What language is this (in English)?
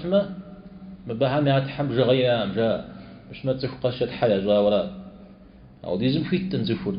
Kabardian